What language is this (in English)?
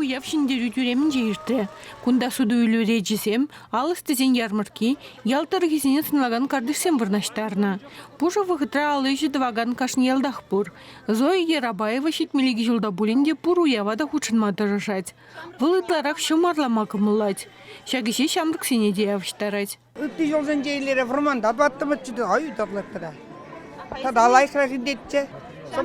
Chuvash